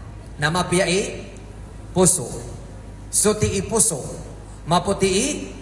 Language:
Maranao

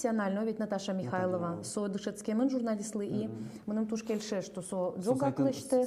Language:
Udmurt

